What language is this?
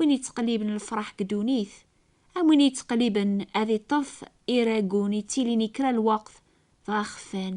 Kabyle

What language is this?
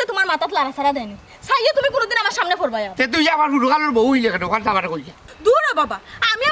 Sylheti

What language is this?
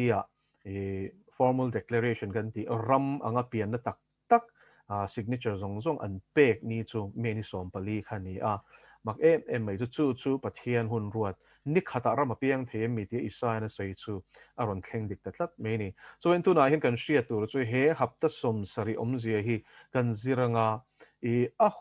Mizo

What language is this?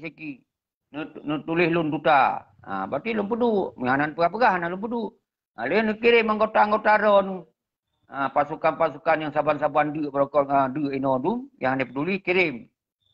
Achinese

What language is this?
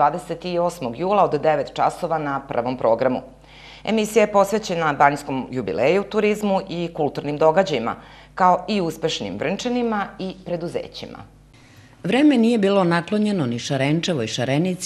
Serbian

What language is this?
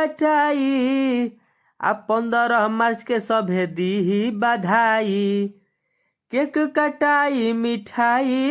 Bhojpuri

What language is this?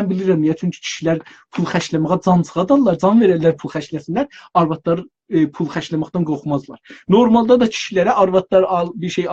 South Azerbaijani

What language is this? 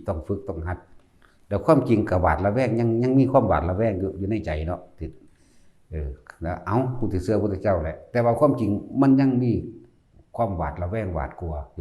Northeastern Thai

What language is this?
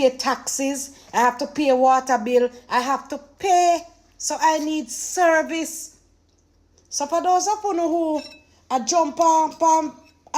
Jamaican Creole English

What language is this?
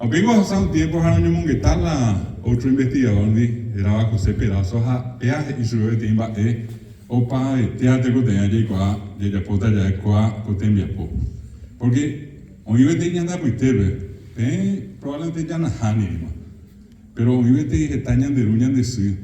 Guarani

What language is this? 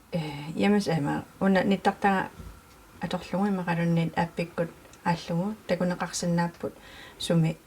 Kalaallisut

